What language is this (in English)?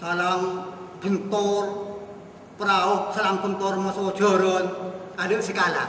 Madurese